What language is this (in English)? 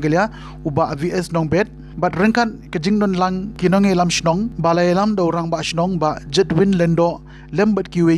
Khasi